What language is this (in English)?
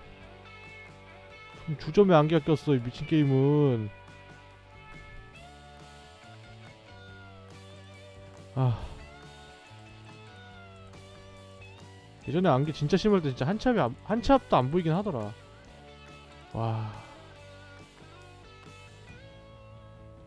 Korean